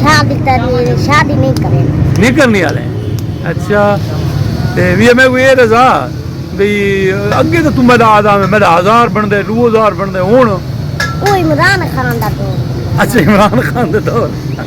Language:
Saraiki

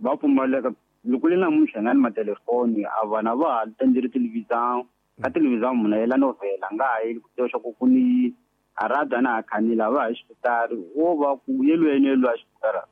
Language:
Tsonga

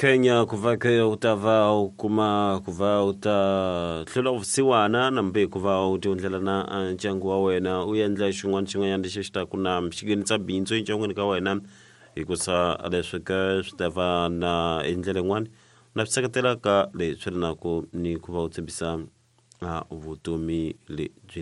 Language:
Tsonga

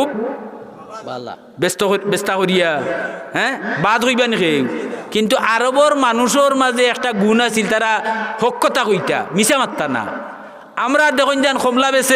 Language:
Sylheti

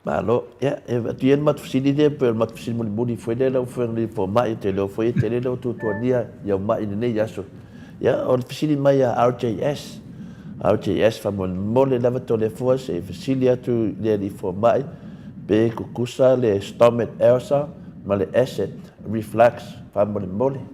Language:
Samoan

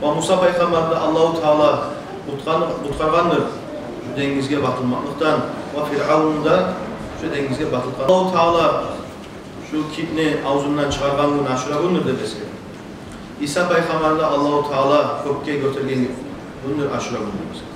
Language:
Kumyk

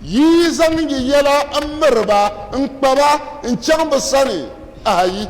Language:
Dagbani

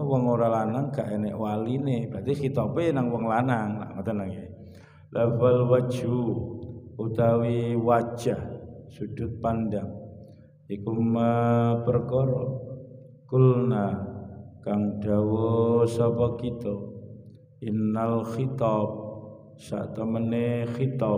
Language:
Javanese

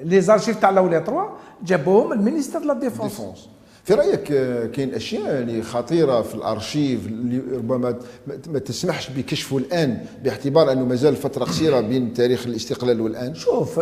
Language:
Algerian Arabic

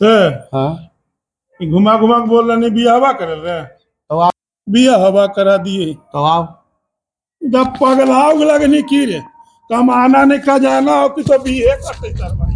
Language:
Magahi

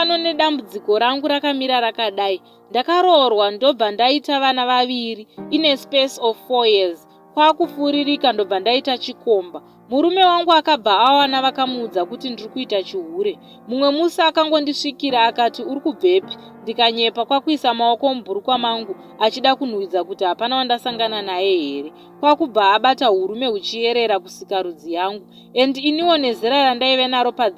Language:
Shona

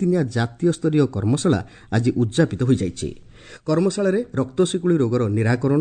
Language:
Odia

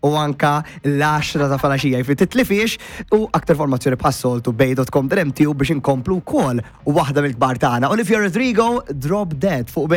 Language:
Maltese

